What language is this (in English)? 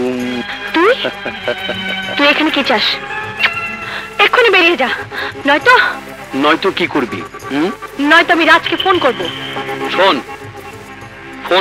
Bangla